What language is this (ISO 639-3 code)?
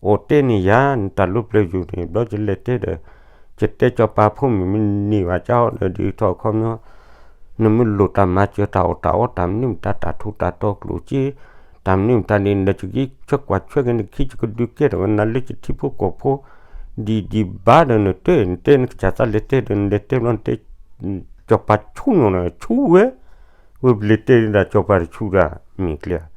ksw